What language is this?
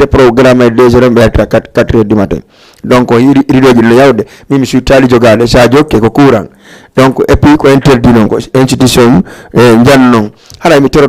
Fula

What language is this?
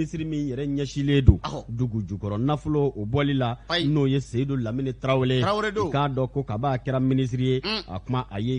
Bambara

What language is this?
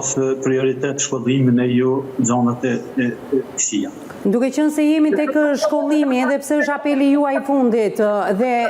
Albanian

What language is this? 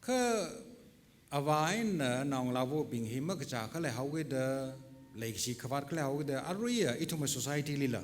Tangkhul Naga (India)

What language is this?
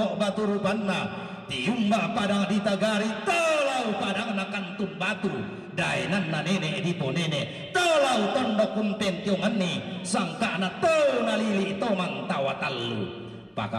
Toraja-Sa'dan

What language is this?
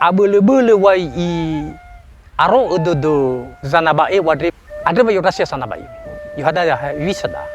Nias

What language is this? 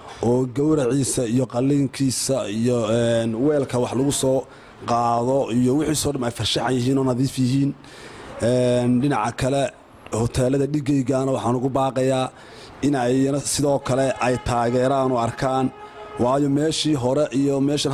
Somali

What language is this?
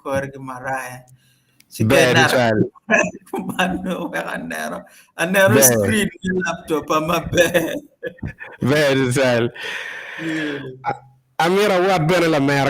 Acoli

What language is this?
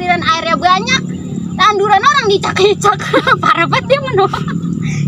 Betawi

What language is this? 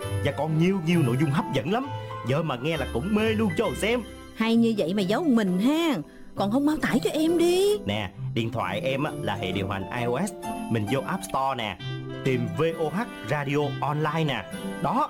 Vietnamese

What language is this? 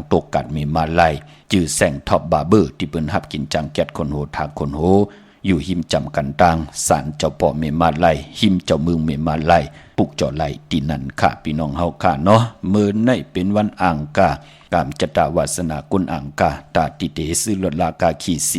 Shan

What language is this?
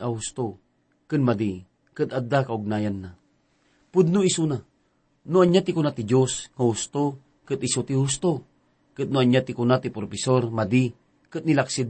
Iloko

